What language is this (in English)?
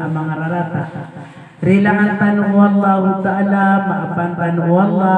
Maranao